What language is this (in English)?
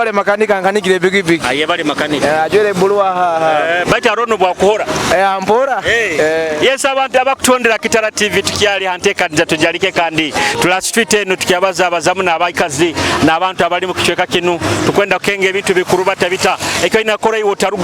Nyoro